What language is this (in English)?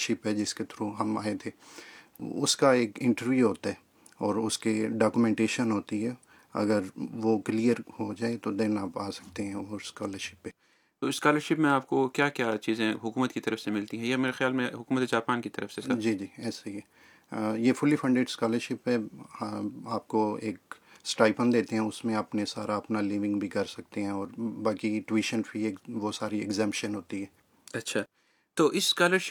Urdu